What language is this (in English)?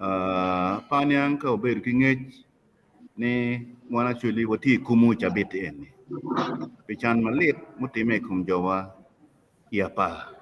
Acoli